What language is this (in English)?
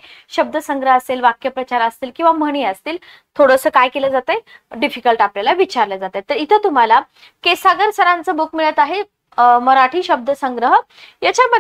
Marathi